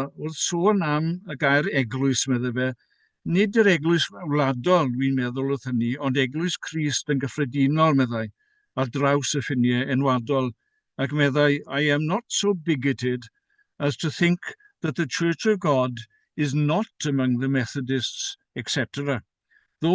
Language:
Welsh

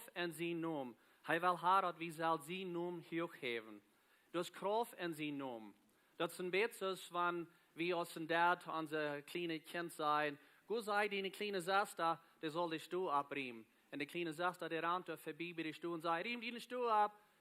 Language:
Plautdietsch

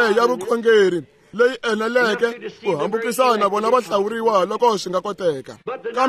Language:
Tsonga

